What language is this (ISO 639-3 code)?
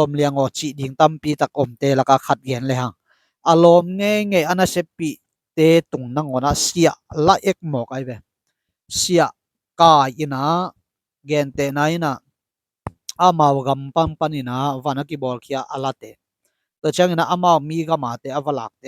ctd